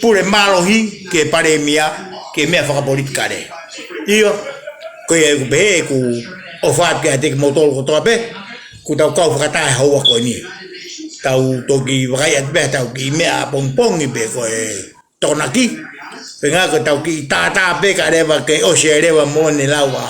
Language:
Tongan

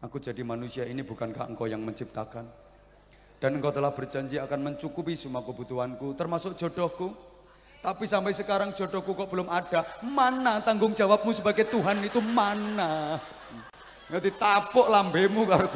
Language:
Javanese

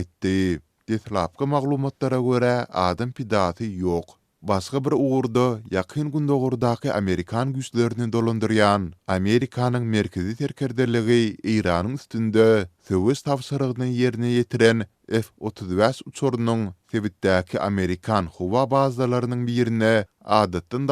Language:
Turkmen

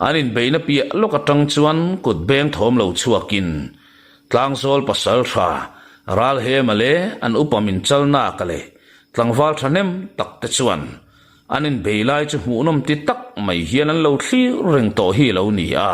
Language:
Mizo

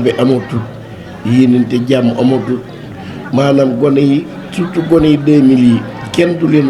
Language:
Wolof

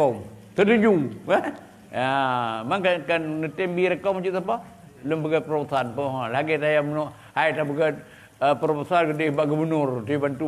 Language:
Achinese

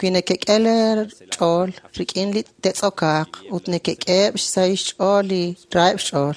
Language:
Kekchí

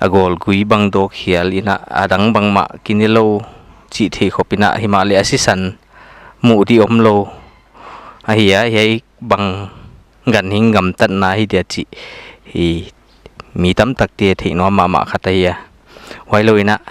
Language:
Paite Chin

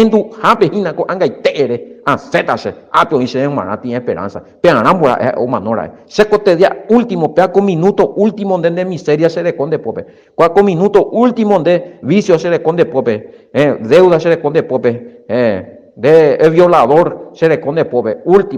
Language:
Guarani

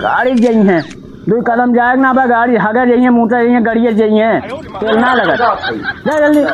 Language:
Awadhi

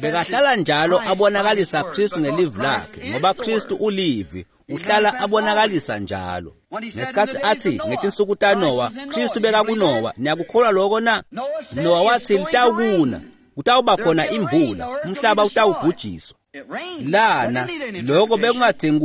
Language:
Swati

